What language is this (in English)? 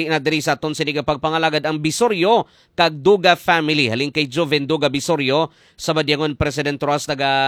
Hiligaynon